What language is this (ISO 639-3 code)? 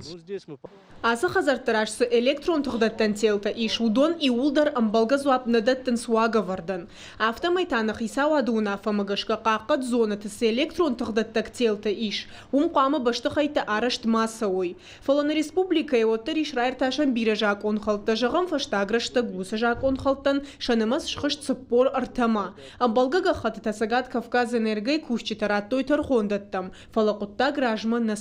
oss